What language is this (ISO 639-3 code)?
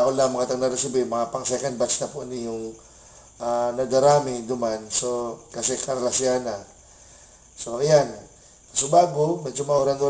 bik